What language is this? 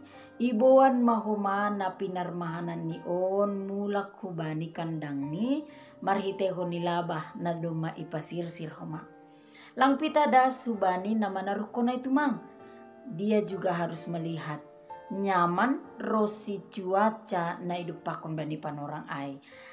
Batak Simalungun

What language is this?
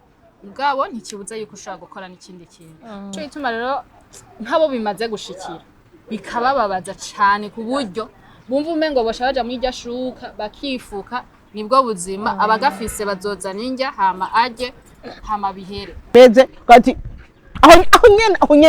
Rundi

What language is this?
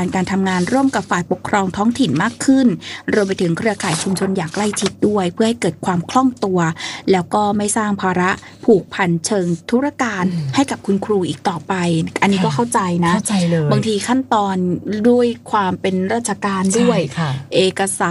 Thai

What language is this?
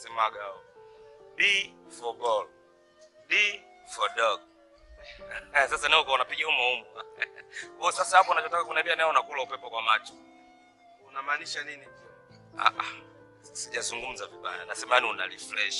Swahili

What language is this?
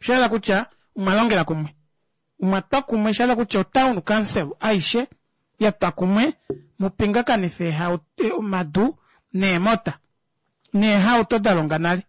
Kuanyama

